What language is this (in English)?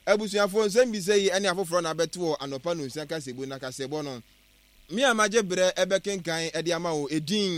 Akan